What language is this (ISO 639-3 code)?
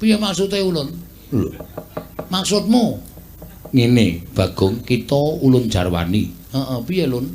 jav